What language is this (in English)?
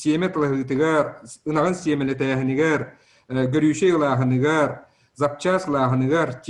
Yakut